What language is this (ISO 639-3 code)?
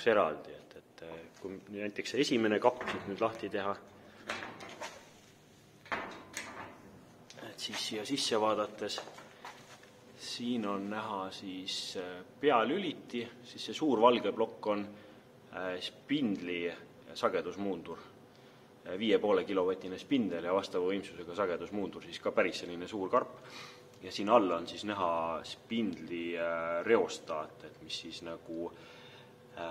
est